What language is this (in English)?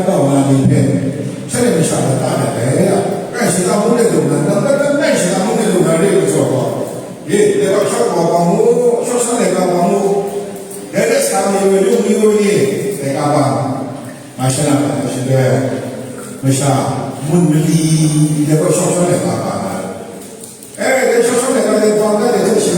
Kachin